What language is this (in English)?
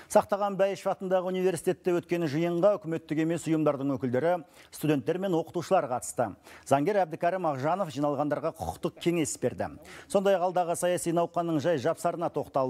Kazakh